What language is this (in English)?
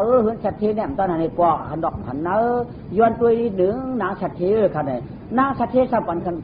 Shan